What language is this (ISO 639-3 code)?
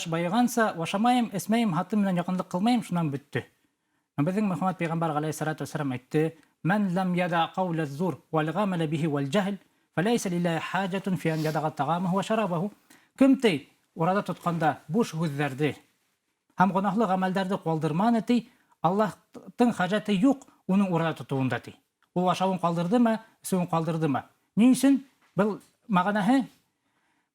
bak